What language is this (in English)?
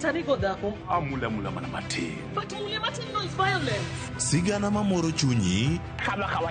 Luo (Kenya and Tanzania)